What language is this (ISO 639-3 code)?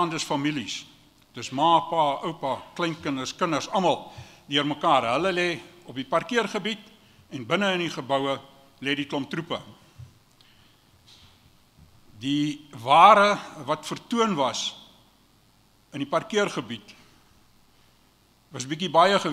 afr